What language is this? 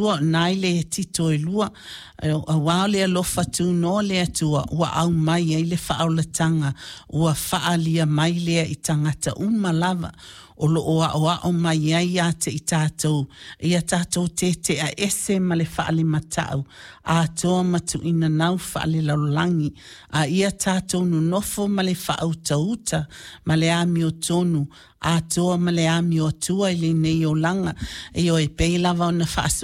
Samoan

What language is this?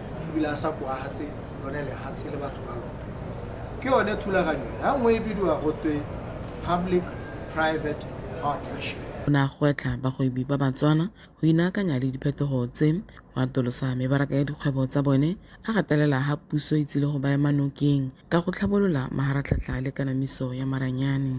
Tswana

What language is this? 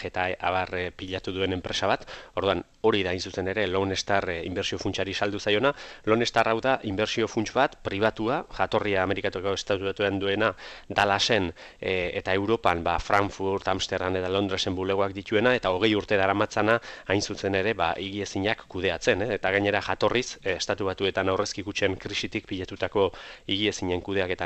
Basque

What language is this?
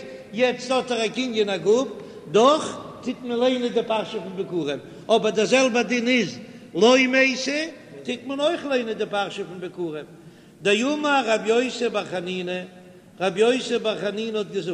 Yiddish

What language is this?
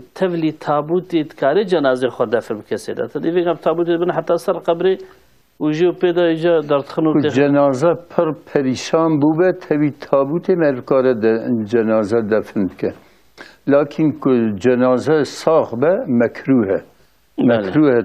Kurdish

